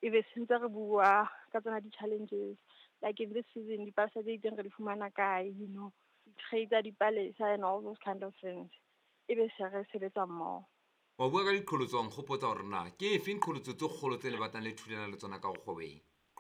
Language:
Southern Sotho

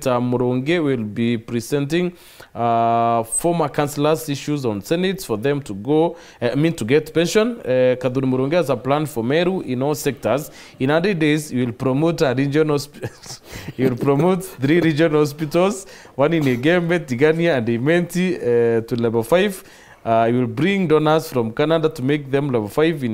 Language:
Meru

